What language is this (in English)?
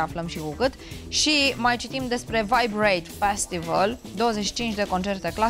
Romanian